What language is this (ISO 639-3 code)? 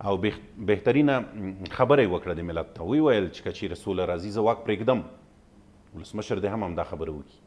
pus